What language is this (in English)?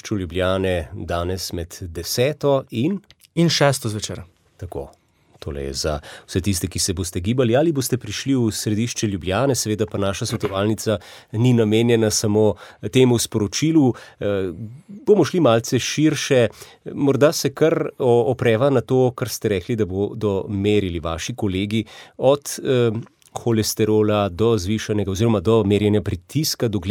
Slovenian